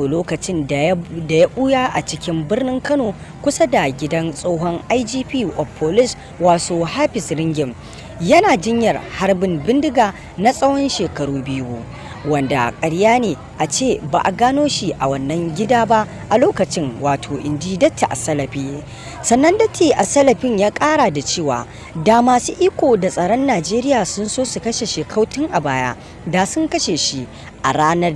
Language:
Hausa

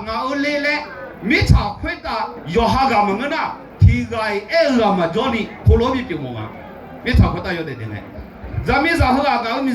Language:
Akha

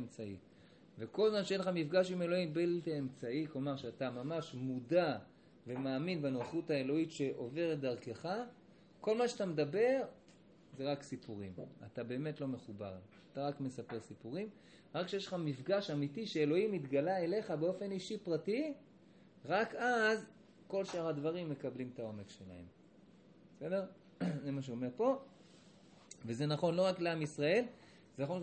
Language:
Hebrew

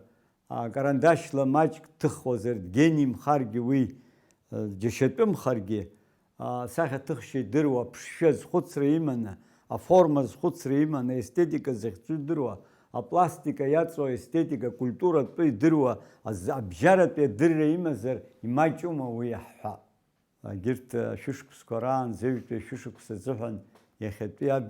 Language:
Abkhazian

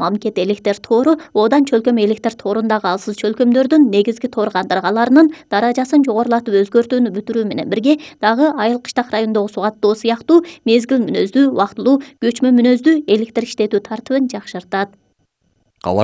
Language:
Kyrgyz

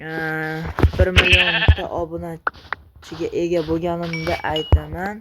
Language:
Uzbek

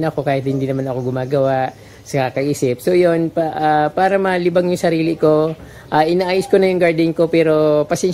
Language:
Filipino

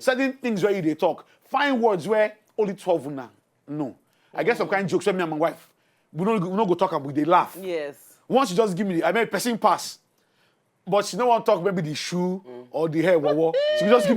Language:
Nigerian Pidgin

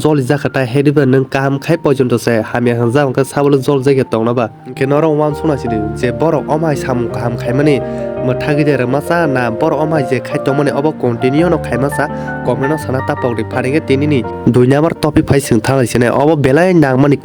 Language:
Kok Borok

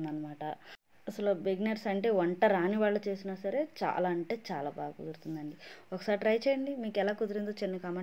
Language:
Telugu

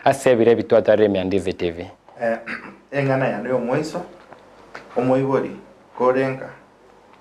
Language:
Gusii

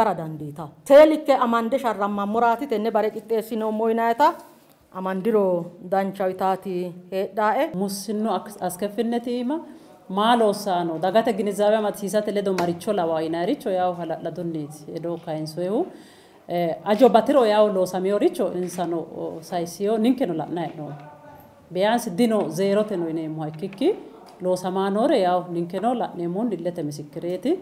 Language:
Sidamo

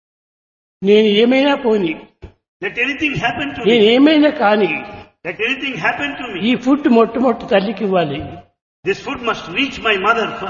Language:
Telugu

